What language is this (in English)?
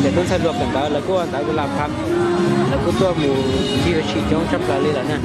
Hmong